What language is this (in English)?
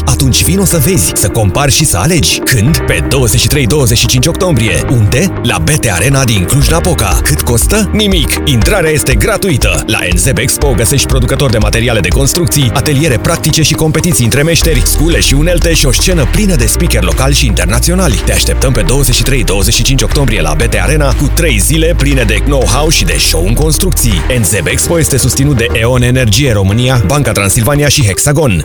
Romanian